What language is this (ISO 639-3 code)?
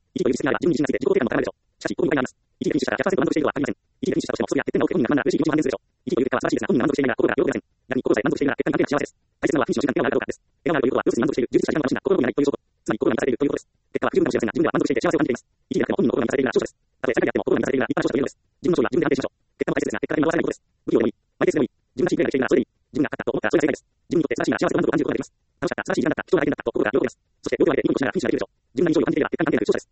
jpn